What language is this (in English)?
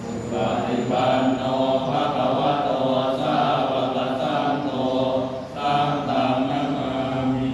Pali